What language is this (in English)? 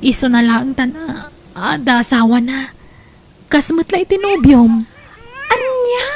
Iloko